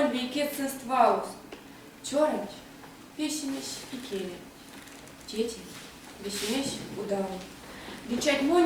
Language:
Erzya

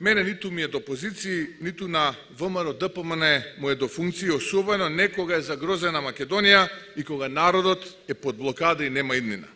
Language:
Macedonian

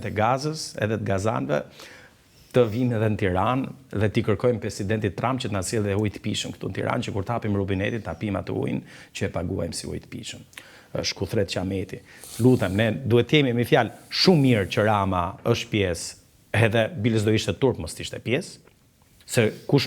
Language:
Albanian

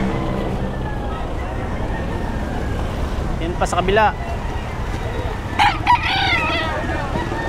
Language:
Filipino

